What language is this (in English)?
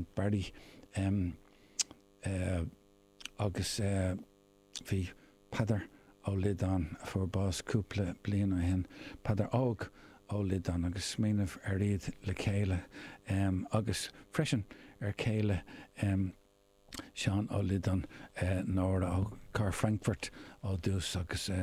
Irish